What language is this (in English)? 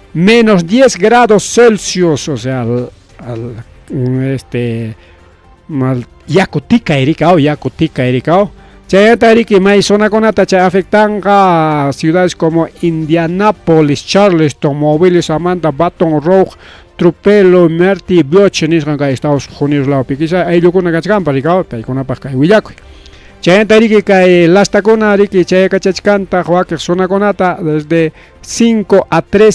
Ayacucho Quechua